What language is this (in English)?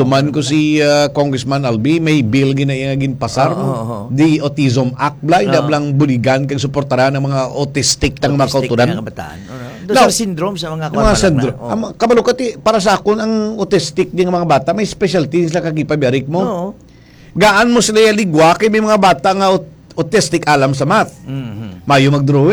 Hiligaynon